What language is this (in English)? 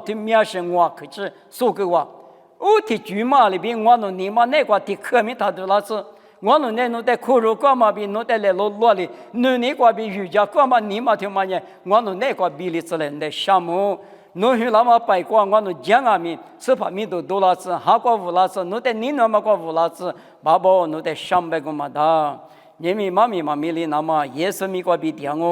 Lisu